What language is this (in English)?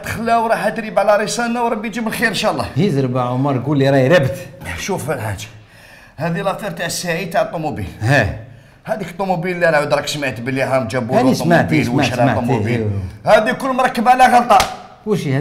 Algerian Arabic